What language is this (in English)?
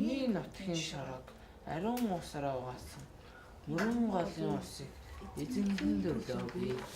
Mongolian